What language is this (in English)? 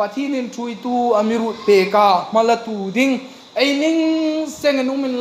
Hmar